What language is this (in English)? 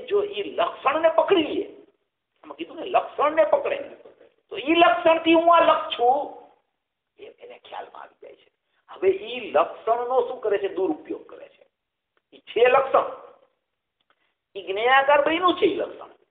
Gujarati